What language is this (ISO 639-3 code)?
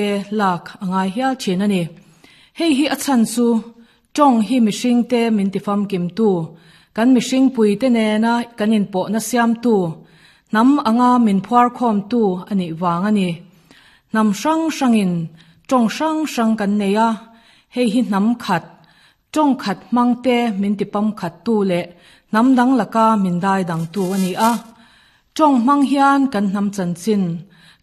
lus